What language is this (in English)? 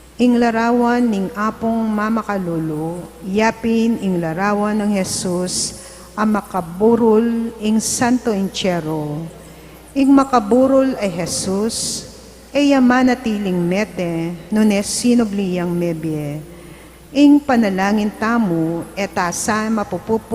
Pampanga